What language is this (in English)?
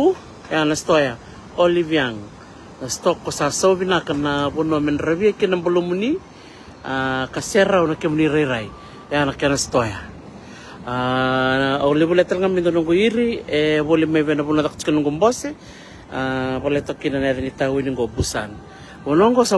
Fijian